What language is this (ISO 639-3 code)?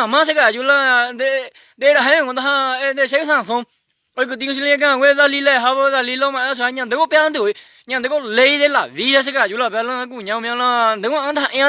grn